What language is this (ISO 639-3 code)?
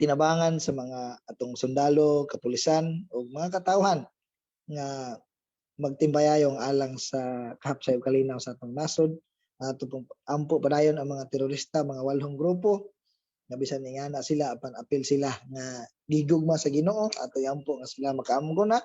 ceb